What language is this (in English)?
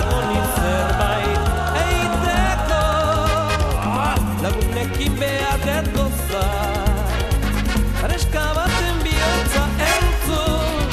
Basque